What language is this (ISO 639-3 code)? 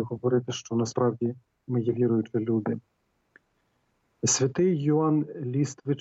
ukr